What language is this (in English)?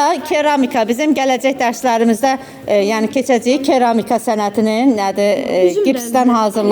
Azerbaijani